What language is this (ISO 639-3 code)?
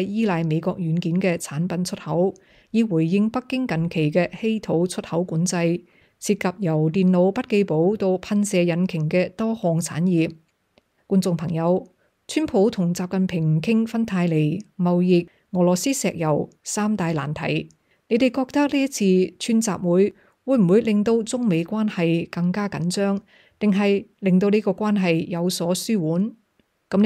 yue